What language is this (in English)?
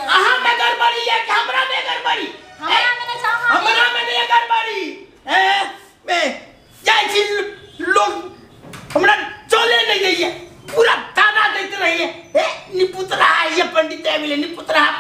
Maithili